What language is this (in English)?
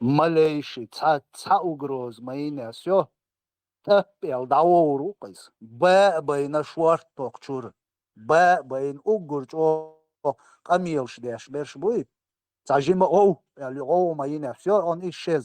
Chechen